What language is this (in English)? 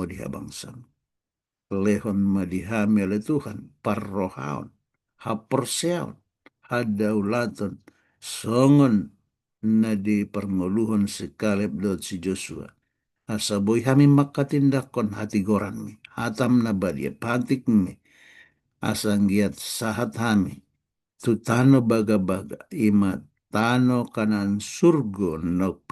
Batak Toba